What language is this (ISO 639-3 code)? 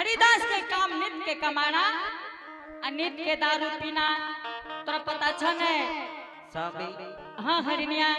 anp